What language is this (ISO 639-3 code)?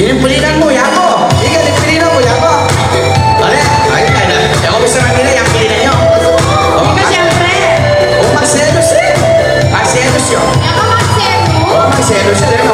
pam